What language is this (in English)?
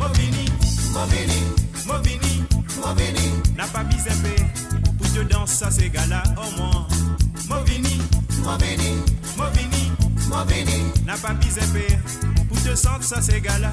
Morisyen